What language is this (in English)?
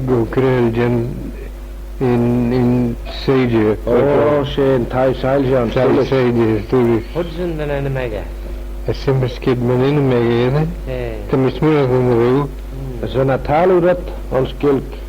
Manx